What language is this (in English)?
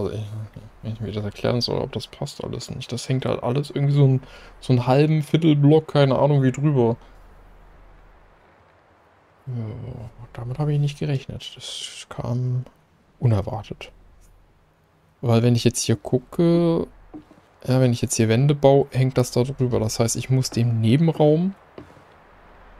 German